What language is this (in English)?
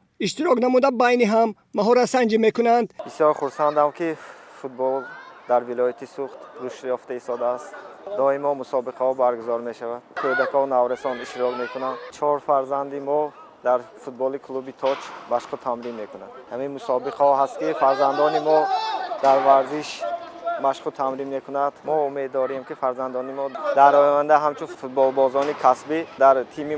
Tajik